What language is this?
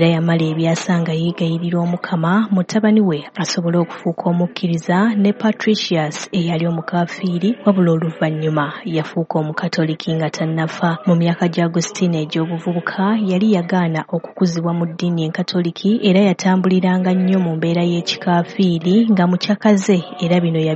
Ganda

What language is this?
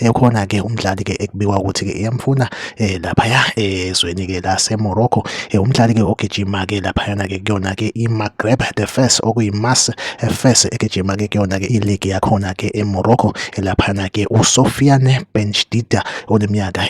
Zulu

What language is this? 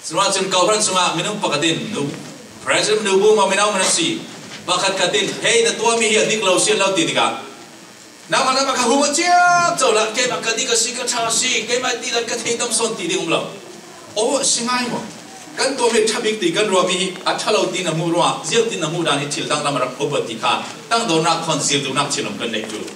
Falam Chin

